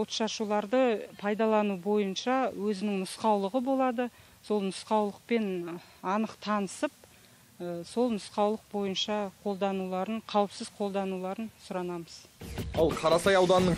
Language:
Kazakh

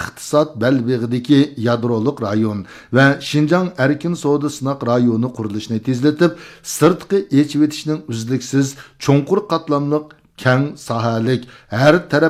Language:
Uyghur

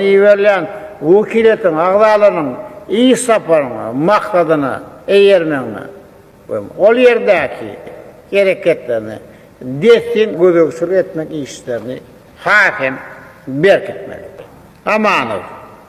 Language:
Turkmen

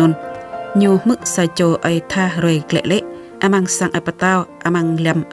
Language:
Jarai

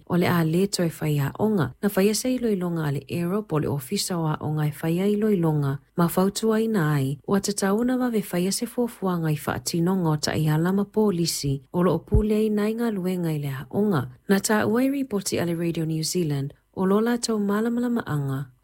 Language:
Samoan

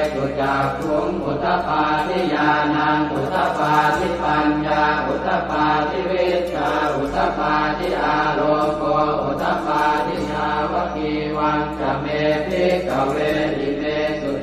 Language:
Pali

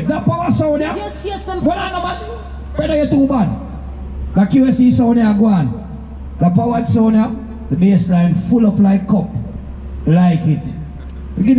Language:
Jamaican Creole English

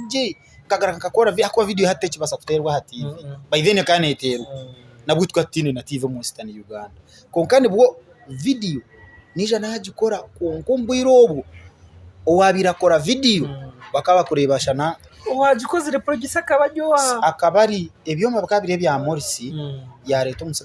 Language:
Nyankole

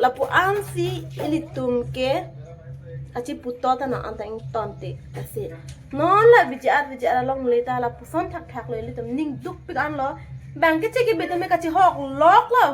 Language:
Karbi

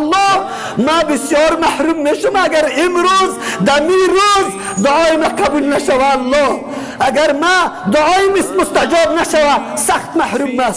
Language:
Persian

